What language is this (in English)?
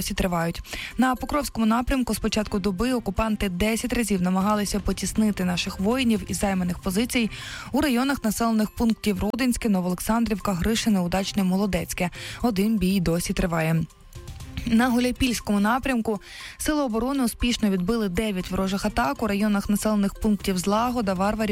Ukrainian